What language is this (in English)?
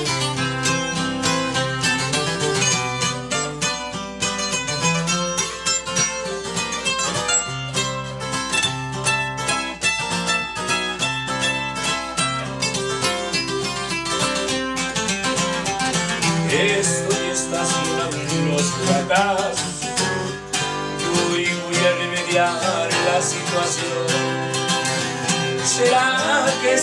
Spanish